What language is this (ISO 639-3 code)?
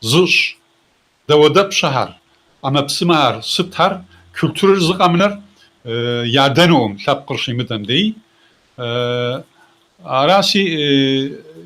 kbd